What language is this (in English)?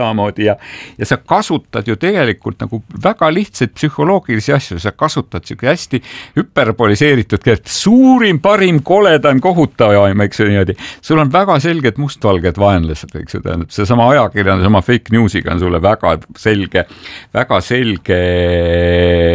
Estonian